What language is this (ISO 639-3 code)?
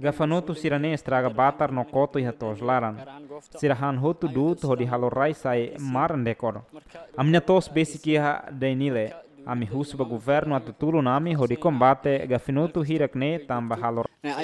tet